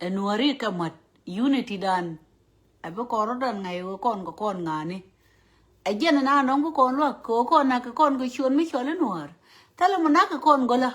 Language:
Nuer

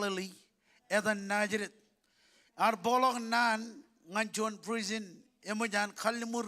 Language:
Marshallese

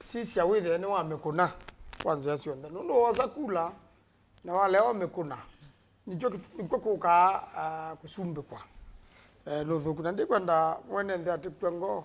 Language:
Kamba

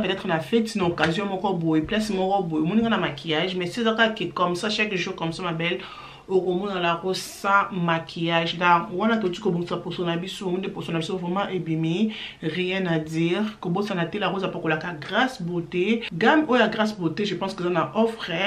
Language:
Lingala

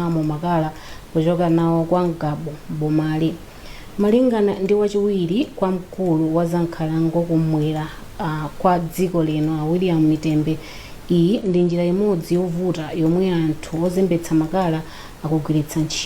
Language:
Nyanja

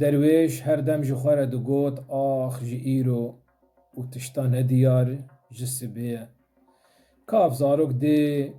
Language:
Kurdish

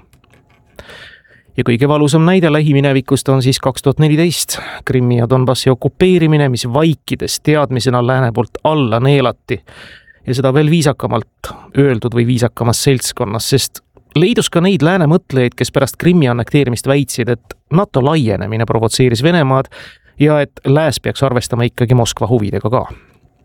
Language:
Estonian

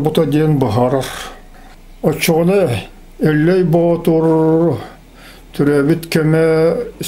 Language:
Yakut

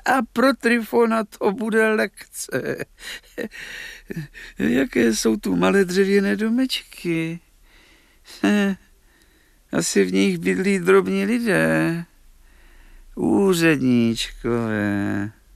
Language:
Czech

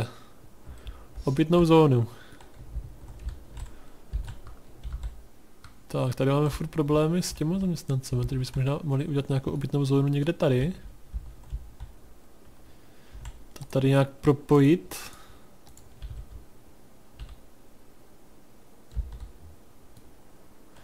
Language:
Czech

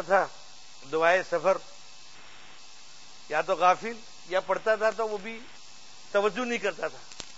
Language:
Urdu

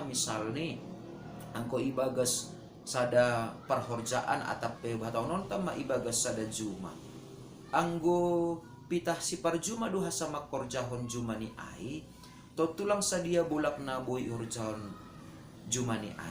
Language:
Batak Simalungun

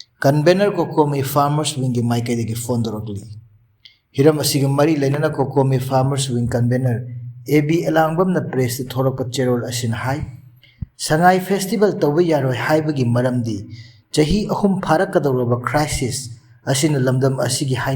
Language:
Manipuri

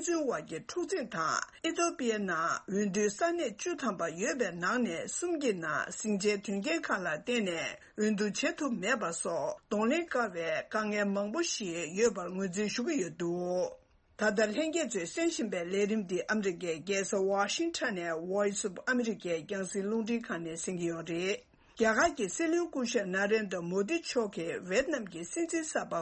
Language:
Tibetan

